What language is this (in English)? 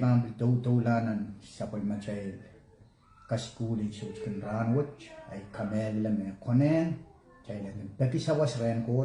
Pohnpeian